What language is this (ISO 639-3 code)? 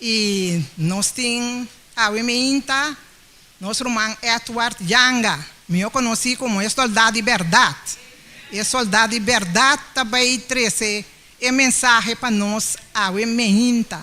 pap